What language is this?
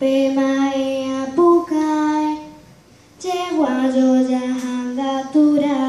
Guarani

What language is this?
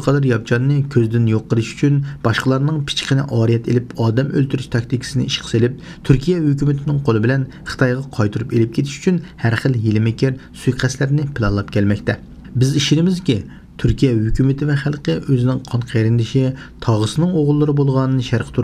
Uyghur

